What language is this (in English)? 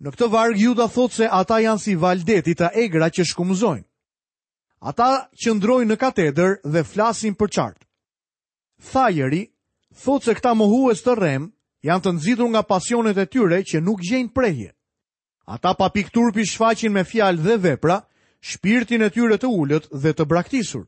Albanian